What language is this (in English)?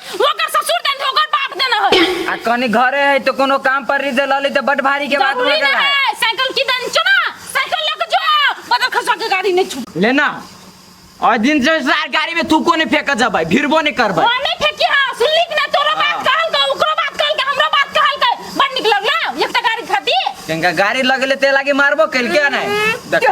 Maithili